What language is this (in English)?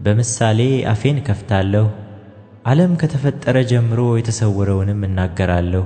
Amharic